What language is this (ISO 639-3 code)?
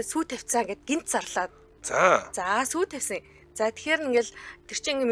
mon